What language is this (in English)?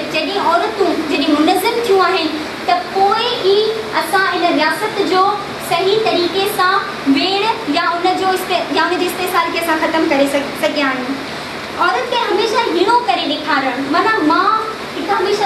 Sindhi